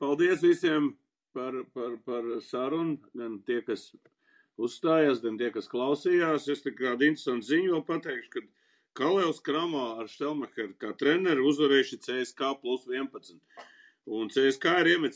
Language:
Latvian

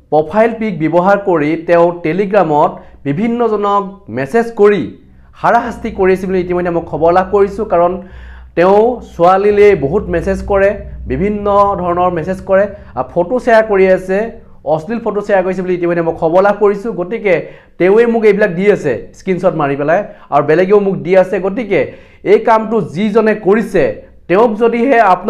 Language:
Assamese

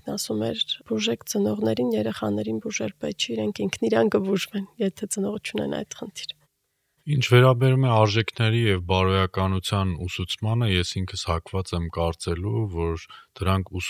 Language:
Armenian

